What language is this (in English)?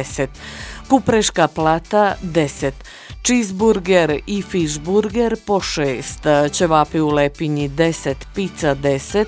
Croatian